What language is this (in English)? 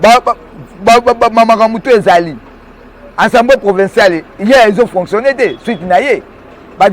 Lingala